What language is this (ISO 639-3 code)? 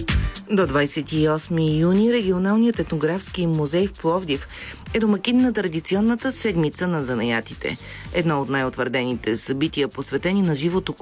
bul